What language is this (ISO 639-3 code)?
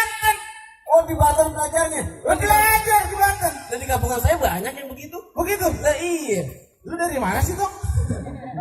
bew